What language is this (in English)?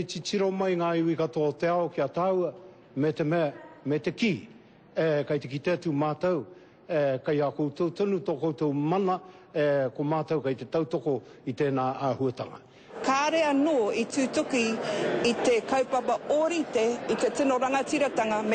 Māori